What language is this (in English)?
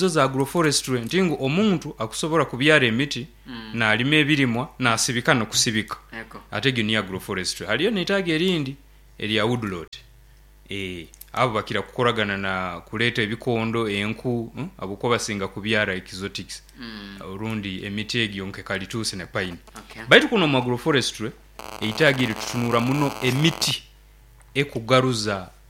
Nyoro